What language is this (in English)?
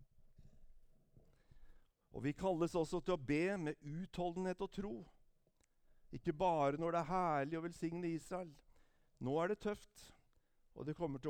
Norwegian